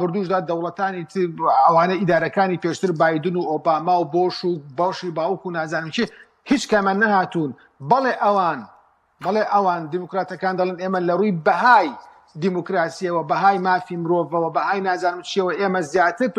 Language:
Central Kurdish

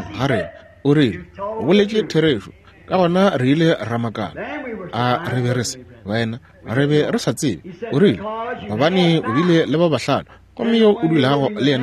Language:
Northern Sotho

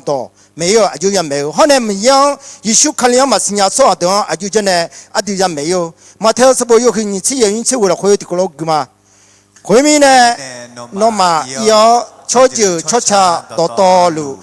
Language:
Akha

